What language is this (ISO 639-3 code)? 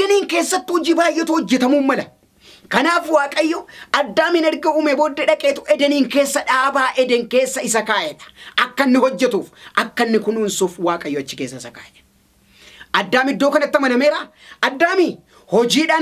orm